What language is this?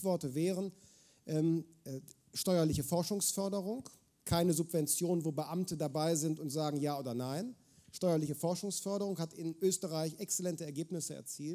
German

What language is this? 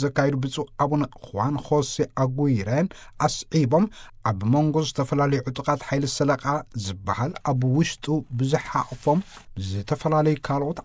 Tigrinya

